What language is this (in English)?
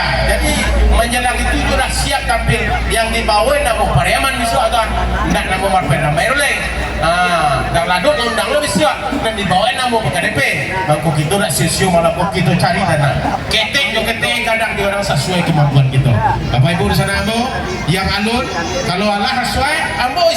Minangkabau